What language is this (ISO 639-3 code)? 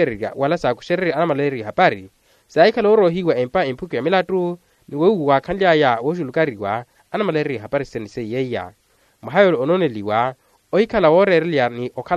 vmw